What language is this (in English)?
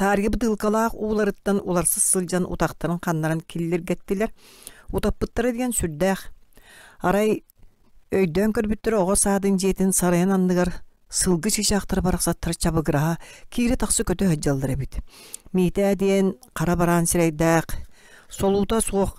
Yakut